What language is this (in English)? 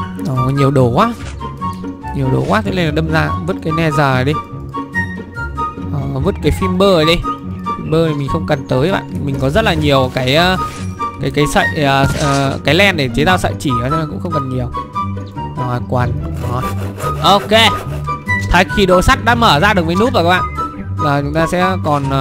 Vietnamese